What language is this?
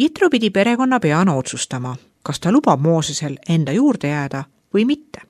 Estonian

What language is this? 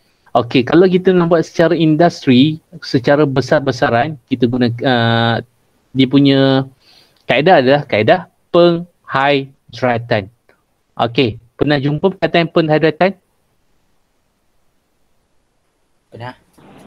Malay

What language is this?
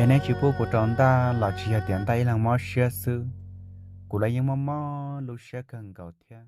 Hmong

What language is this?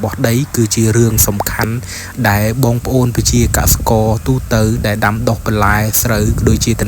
Khmer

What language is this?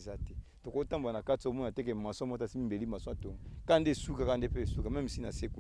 Lingala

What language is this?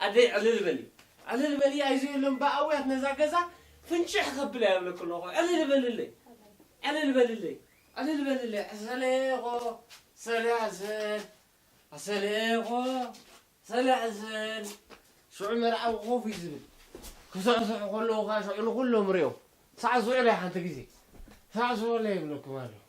Tigrinya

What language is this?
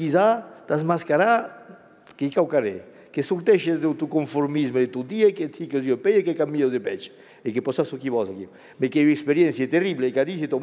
Occitan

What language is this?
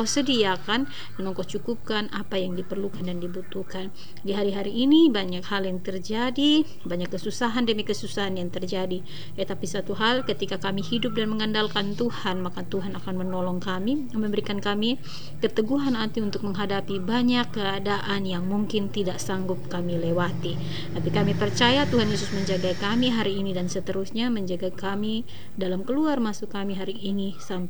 Indonesian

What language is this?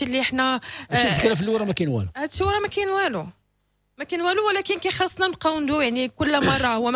Moroccan Arabic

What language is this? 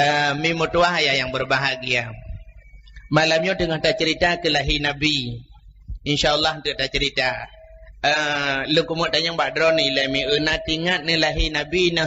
Achinese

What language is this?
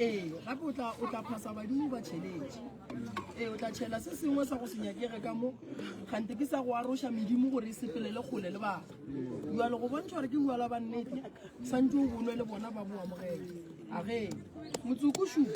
Northern Sotho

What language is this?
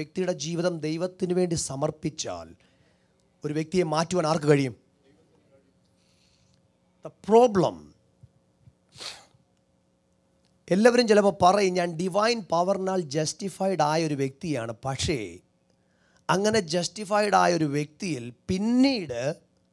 Malayalam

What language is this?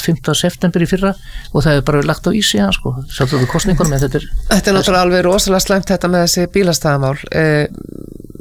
Icelandic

